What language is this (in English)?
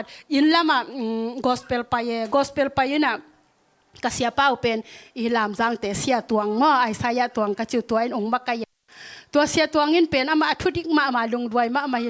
Tedim Chin